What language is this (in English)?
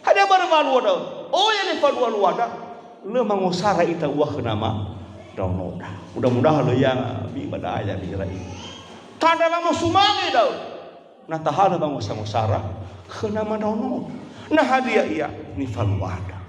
Nias